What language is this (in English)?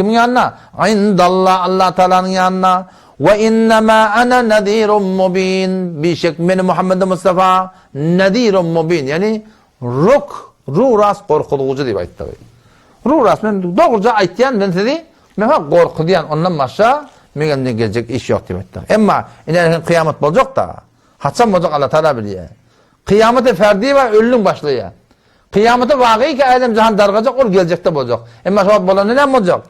Turkmen